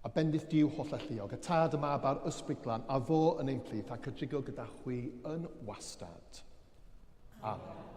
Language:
Welsh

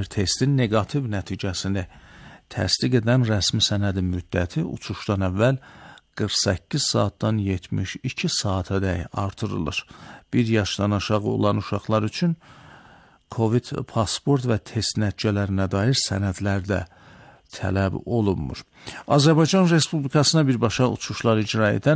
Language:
Azerbaijani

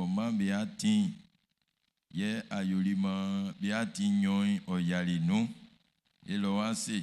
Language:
Baoulé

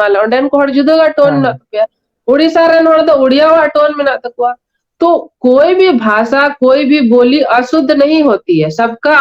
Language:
Santali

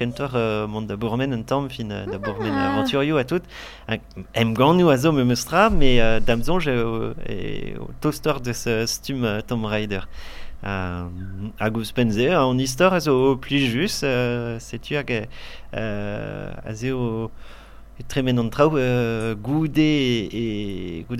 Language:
Breton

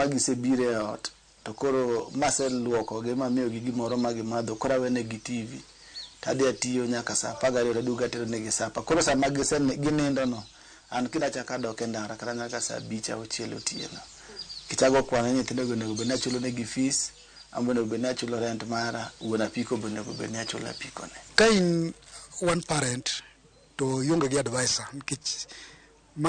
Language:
Luo (Kenya and Tanzania)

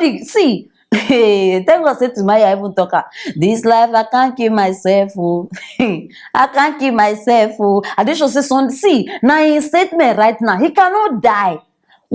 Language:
Nigerian Pidgin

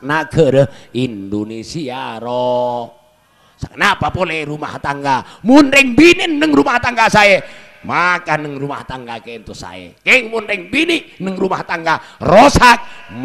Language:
Madurese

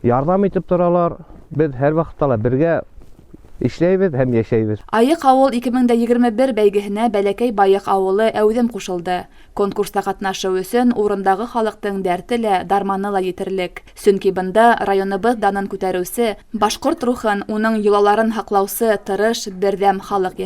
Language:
Bashkir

